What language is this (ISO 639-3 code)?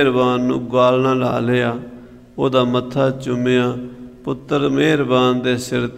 pan